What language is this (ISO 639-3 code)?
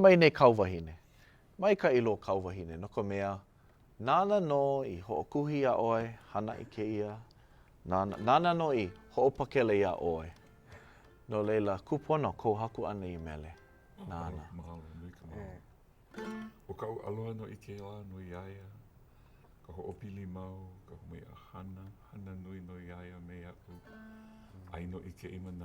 haw